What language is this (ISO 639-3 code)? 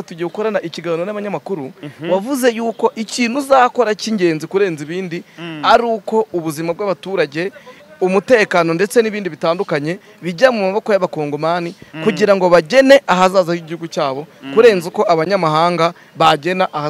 kin